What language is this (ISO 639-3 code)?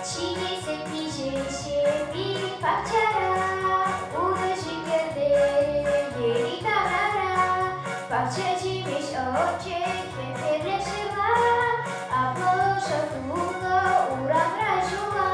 chv